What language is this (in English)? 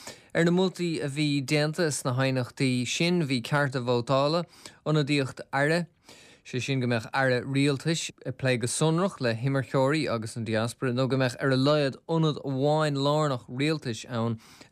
Irish